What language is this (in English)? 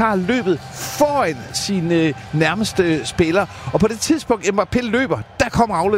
Danish